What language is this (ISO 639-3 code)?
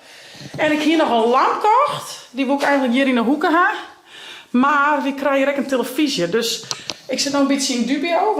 fry